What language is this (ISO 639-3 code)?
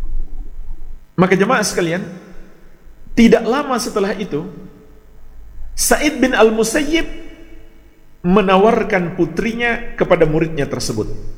ind